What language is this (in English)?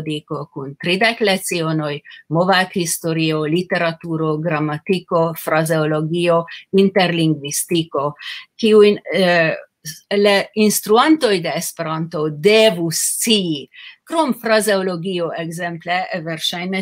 Esperanto